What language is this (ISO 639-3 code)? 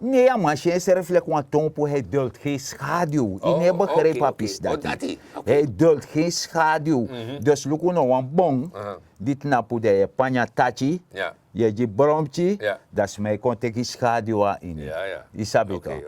srn